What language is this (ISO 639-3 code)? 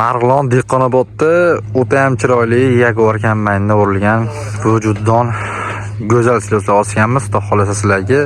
uzb